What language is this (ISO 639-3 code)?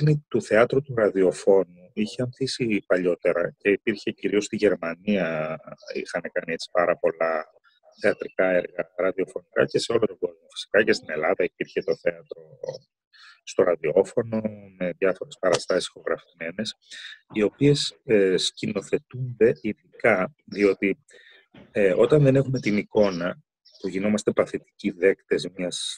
ell